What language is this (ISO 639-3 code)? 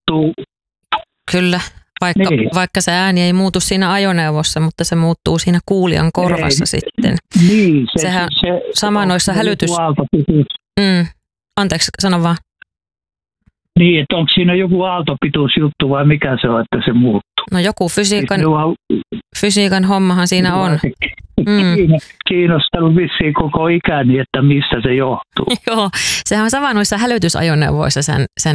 fin